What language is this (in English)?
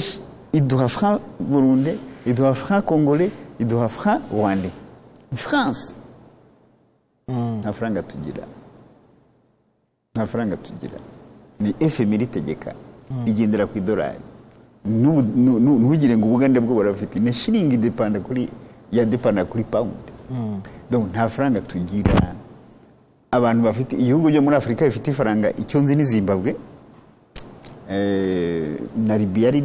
Kinyarwanda